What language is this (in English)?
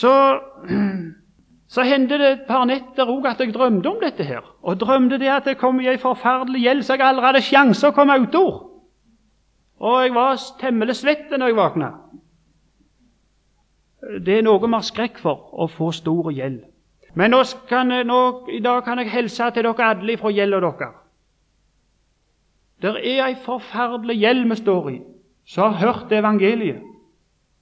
Norwegian